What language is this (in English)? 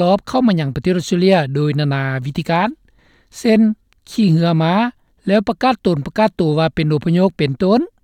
Lao